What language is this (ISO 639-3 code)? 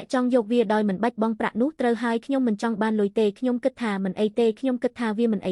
khm